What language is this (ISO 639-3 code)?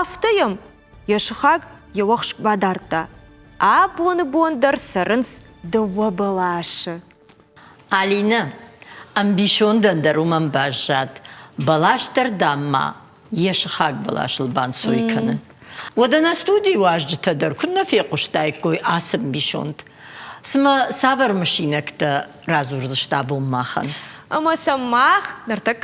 oss